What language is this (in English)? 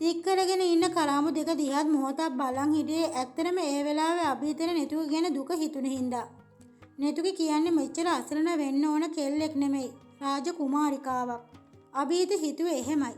Sinhala